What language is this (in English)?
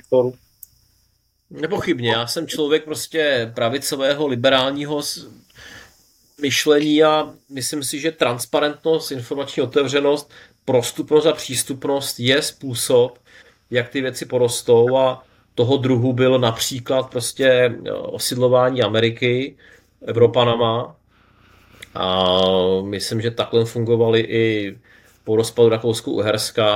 Czech